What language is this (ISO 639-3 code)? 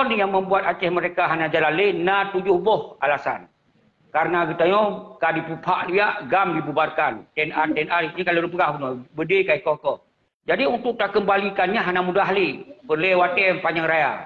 ace